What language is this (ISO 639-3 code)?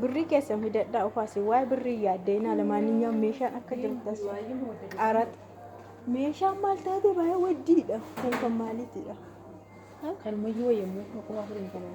orm